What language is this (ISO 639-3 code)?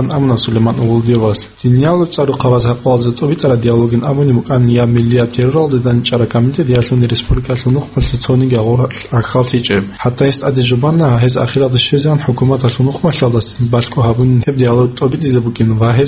ava